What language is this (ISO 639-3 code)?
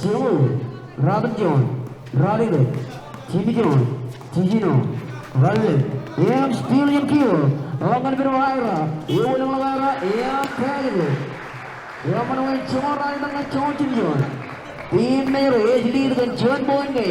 mah